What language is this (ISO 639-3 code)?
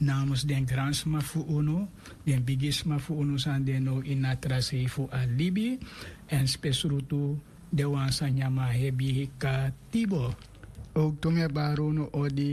srn